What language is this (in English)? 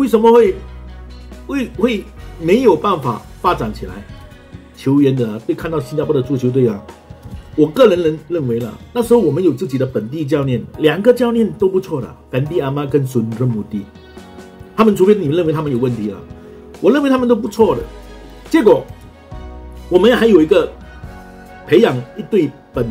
Chinese